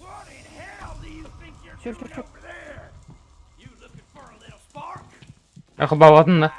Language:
Yakut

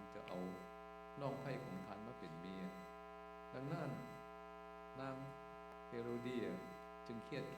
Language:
Lao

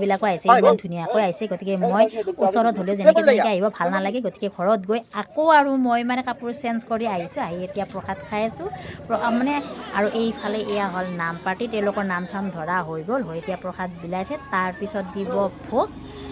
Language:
Assamese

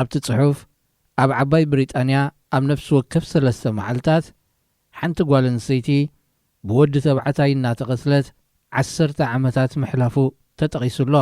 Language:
Tigrinya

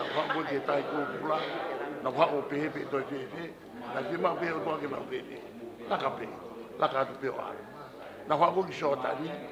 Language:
Tongan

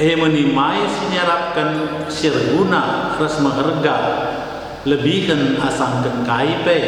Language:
Batak Karo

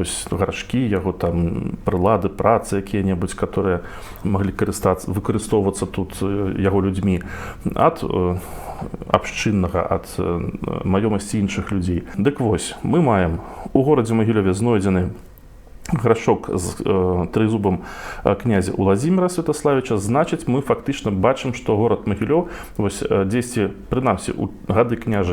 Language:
Belarusian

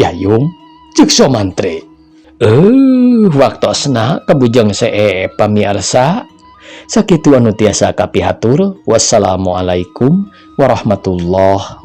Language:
Sundanese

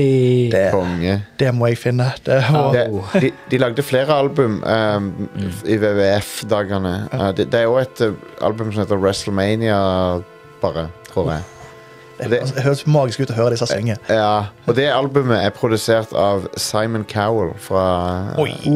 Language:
Norwegian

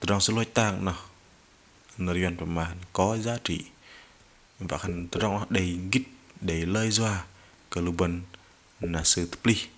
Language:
Bahnar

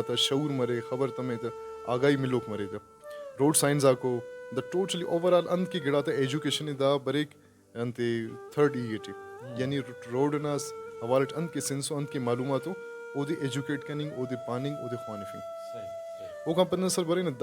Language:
Brahui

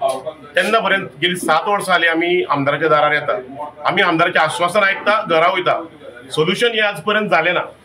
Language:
Konkani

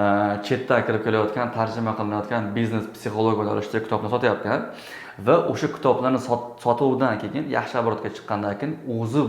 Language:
Uzbek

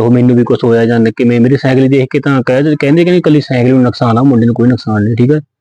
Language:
Punjabi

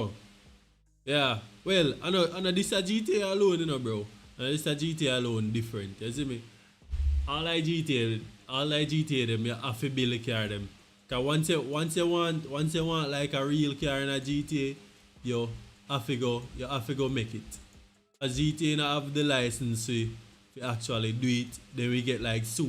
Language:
Jamaican Creole English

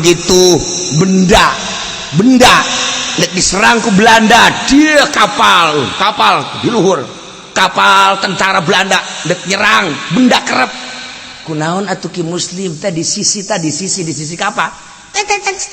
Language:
Sundanese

